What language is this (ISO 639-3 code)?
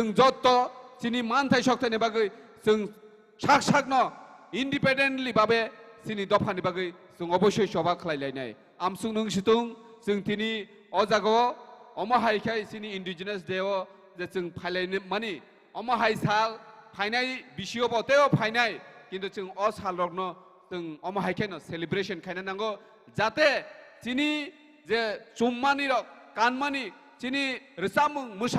trp